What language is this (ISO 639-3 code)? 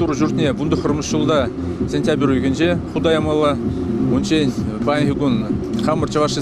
chv